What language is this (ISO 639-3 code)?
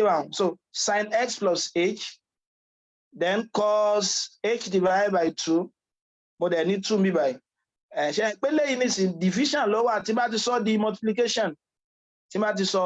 yor